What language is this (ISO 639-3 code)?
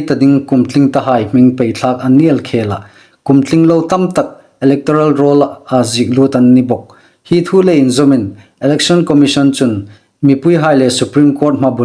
hmr